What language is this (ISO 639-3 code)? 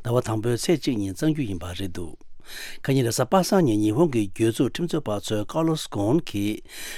bod